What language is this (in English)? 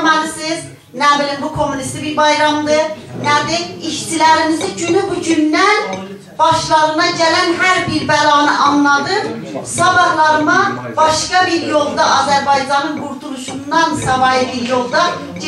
South Azerbaijani